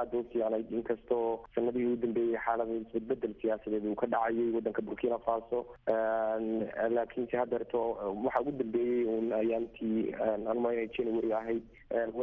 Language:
Somali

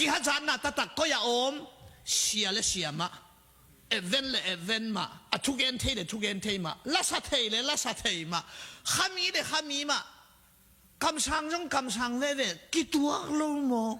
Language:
Tedim Chin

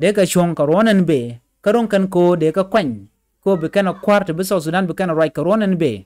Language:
Nuer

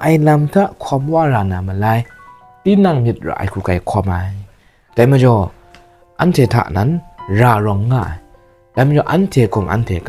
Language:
Kachin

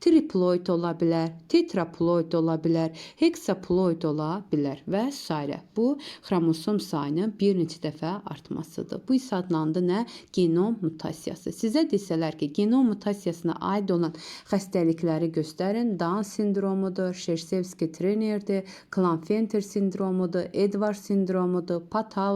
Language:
Azerbaijani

